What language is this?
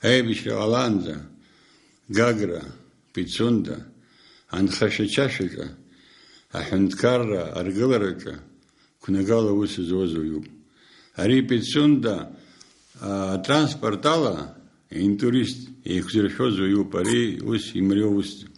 Abkhazian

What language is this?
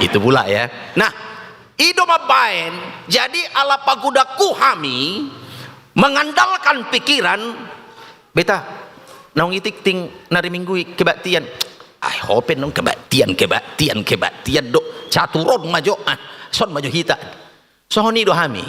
Batak Toba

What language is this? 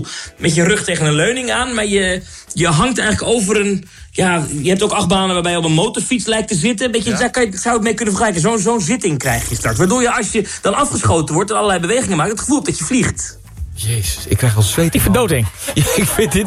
Dutch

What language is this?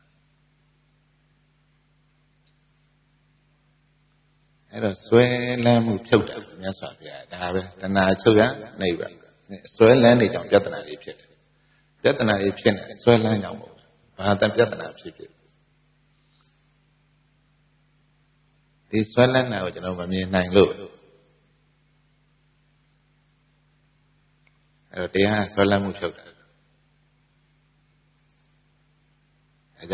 Burmese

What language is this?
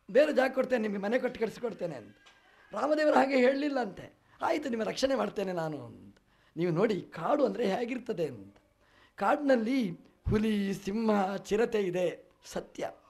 Kannada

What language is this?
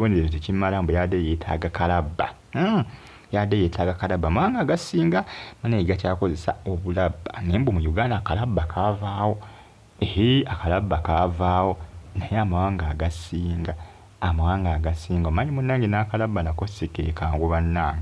Ganda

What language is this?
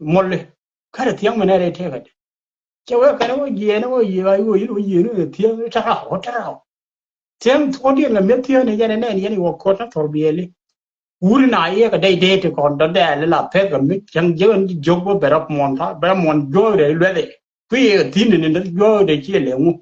Nuer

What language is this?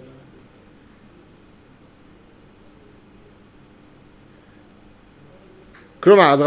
Hebrew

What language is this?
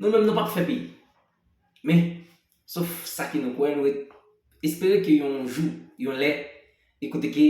Haitian Creole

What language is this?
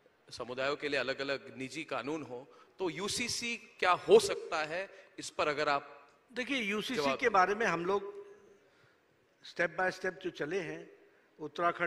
Hindi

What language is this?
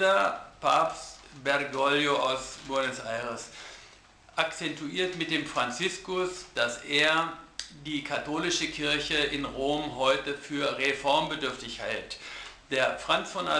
German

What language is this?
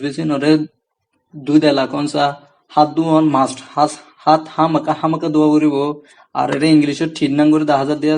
Rohingya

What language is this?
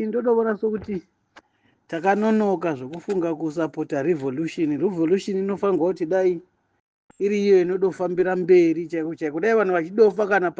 Shona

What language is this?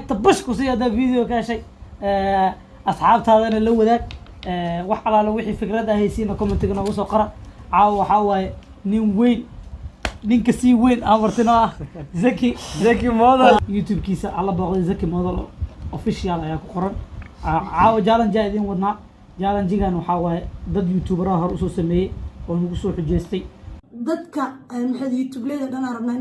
Somali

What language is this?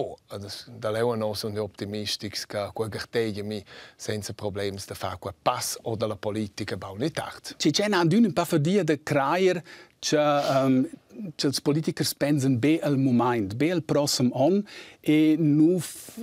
Romansh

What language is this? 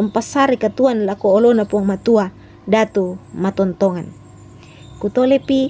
Toraja-Sa'dan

